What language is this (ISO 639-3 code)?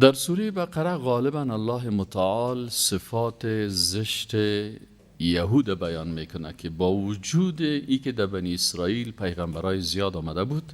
fas